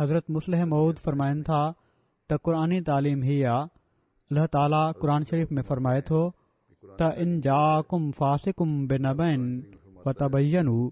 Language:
Sindhi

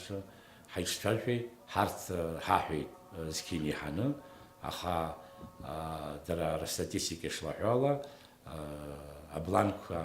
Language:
Abkhazian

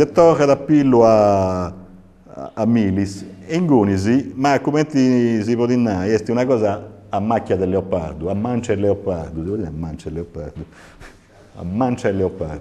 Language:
Sardinian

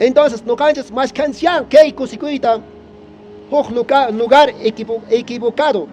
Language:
Quechua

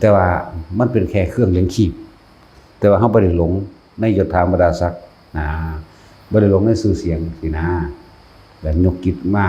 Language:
Northeastern Thai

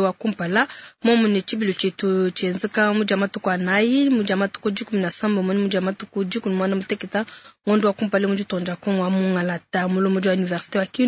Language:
Luba-Lulua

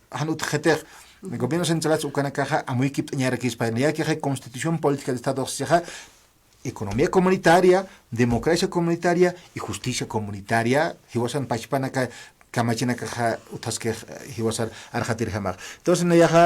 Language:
Aymara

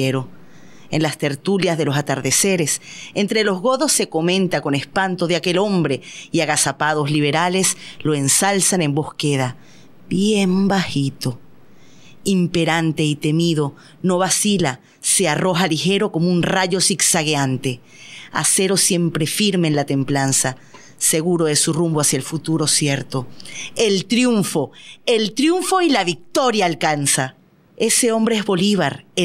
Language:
Spanish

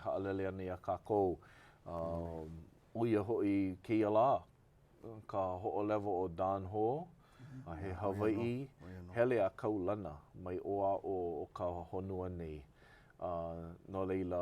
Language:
Hawaiian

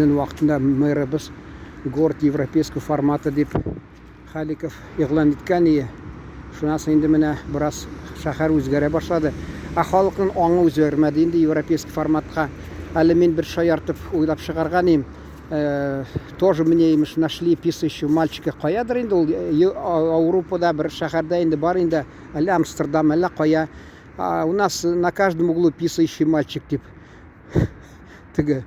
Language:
Tatar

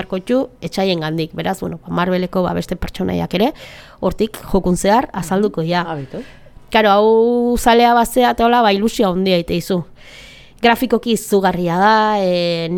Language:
Basque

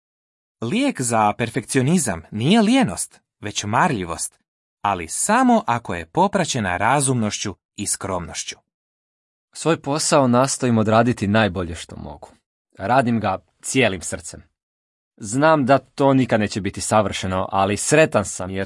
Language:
Croatian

